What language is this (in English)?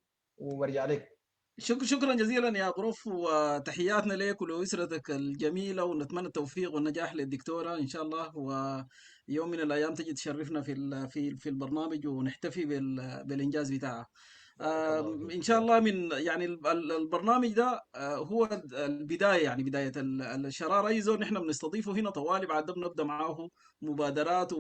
Sudanese Arabic